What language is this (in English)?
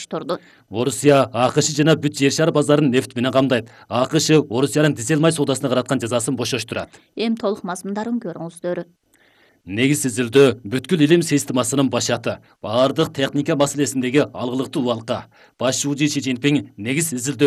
Kyrgyz